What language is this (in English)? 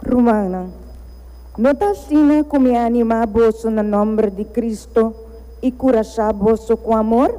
Papiamento